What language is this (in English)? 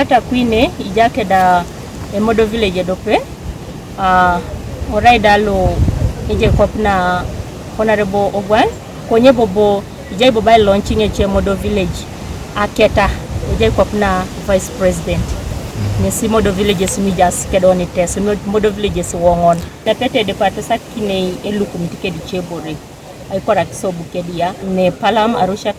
Teso